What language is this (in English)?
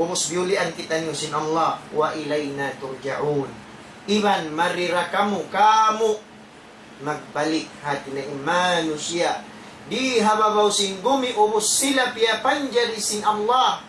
Tausug